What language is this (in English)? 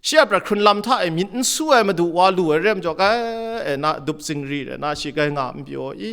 Kachin